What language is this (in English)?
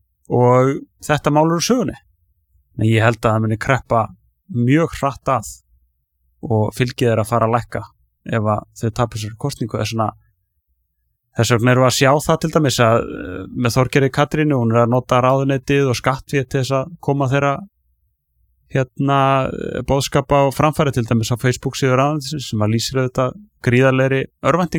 Icelandic